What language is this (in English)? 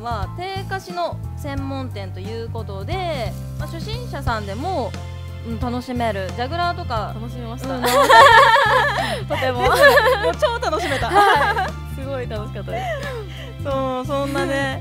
Japanese